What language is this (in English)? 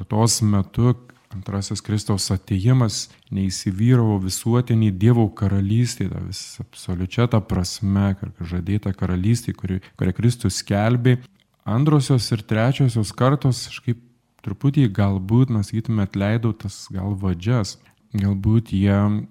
Lithuanian